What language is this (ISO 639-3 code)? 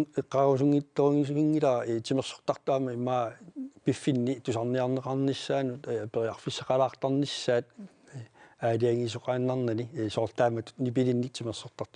kal